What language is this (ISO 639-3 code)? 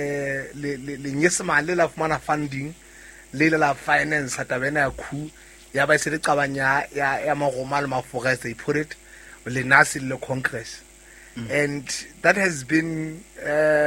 sot